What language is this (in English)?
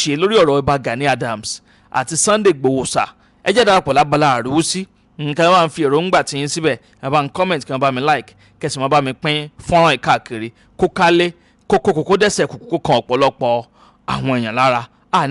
Yoruba